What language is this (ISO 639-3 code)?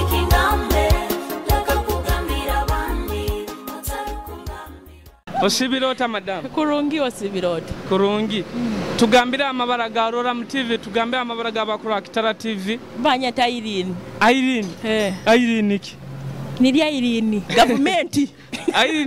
nyo